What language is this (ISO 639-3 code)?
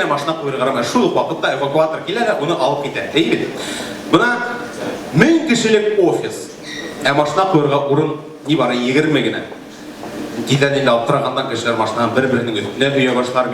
bak